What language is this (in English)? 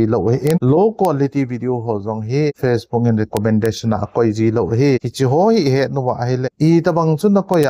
Thado Chin